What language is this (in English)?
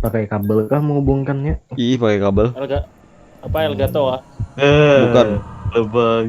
Banjar